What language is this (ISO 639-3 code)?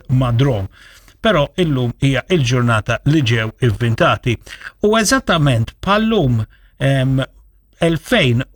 mlt